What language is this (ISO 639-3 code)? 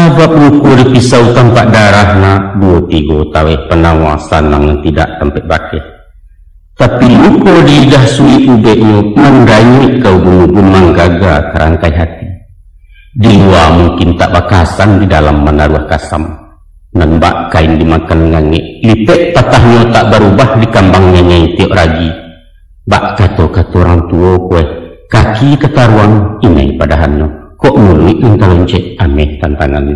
min